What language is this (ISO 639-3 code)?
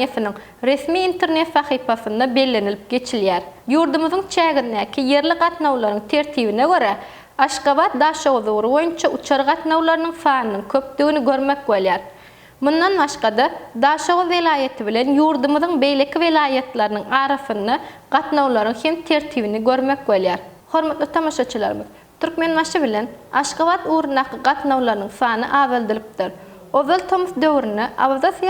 tuk